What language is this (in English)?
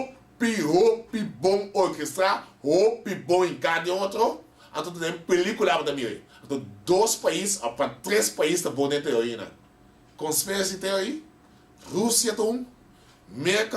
Papiamento